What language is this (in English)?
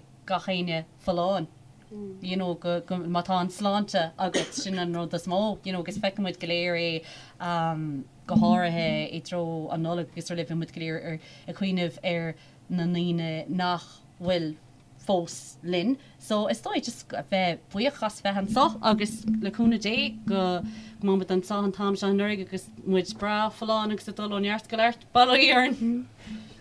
Irish